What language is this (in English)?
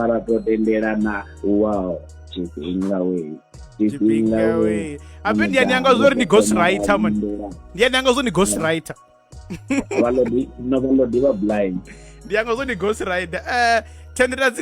Venda